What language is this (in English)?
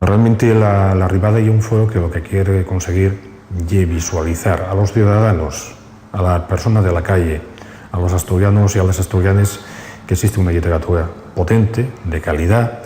Asturian